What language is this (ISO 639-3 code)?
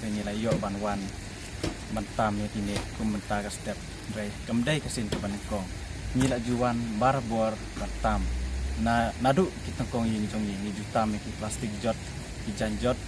kha